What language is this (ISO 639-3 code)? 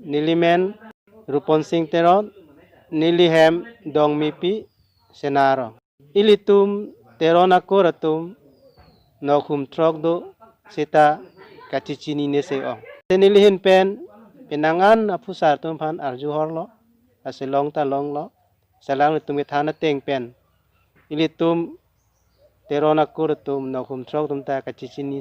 mjw